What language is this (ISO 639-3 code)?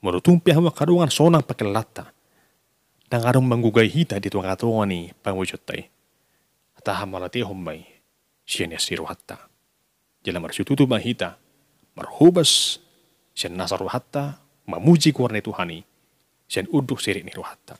bbc